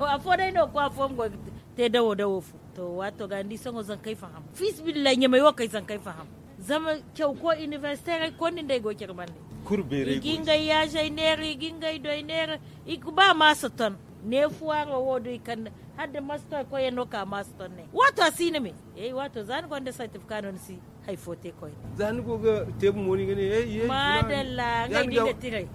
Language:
Zarma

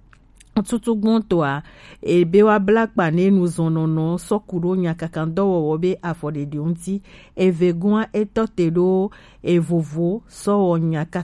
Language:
Gen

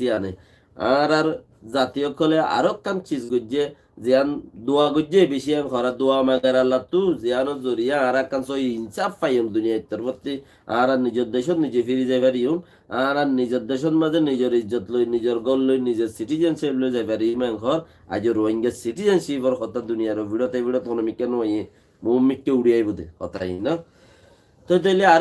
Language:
Rohingya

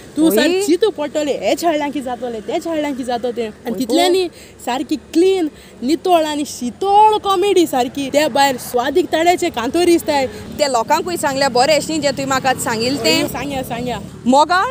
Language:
Konkani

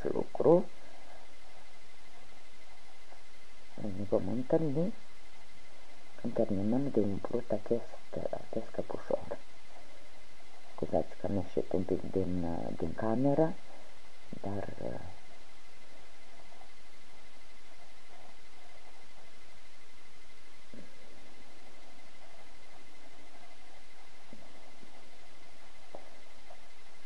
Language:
Romanian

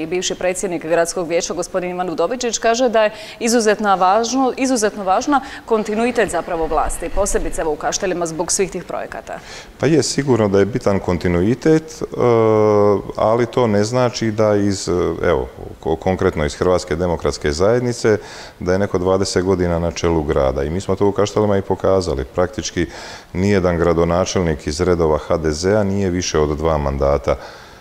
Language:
Croatian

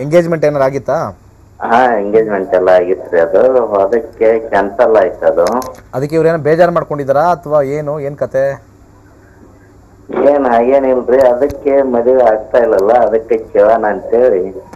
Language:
Kannada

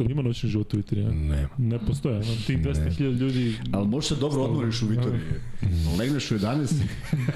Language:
Serbian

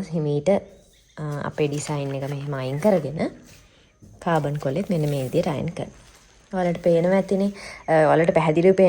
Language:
Sinhala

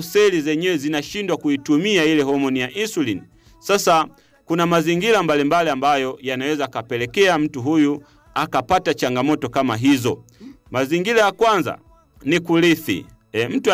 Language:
Swahili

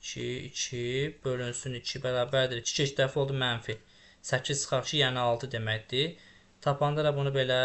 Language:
Azerbaijani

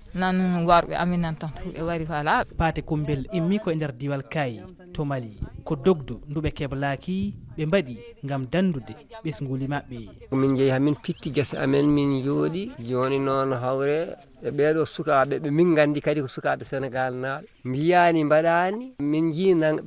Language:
Fula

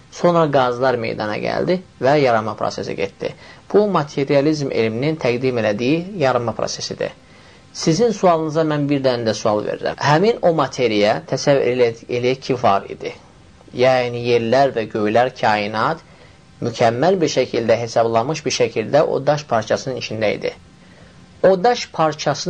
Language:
Azerbaijani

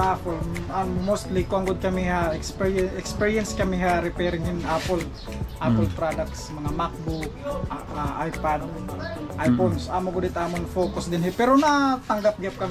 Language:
Waray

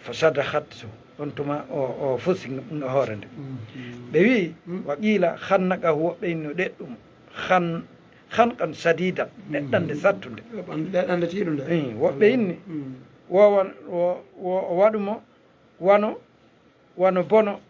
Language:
Fula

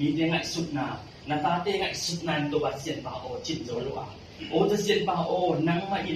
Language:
Tedim Chin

